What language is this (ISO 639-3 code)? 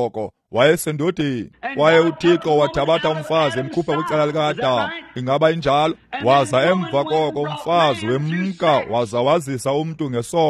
xho